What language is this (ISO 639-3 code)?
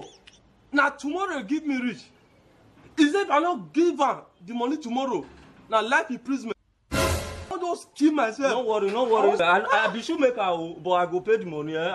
pcm